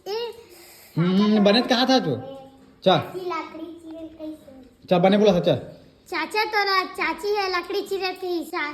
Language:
Chhattisgarhi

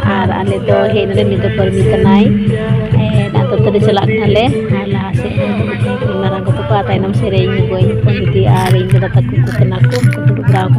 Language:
Santali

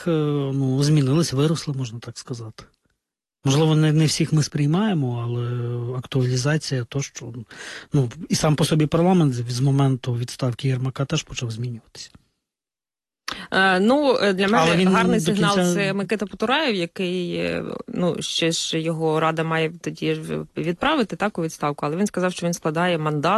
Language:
Ukrainian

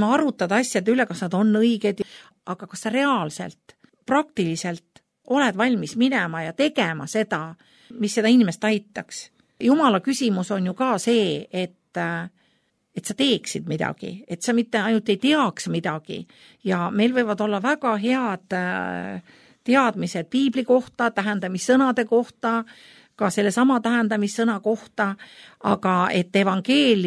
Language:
Estonian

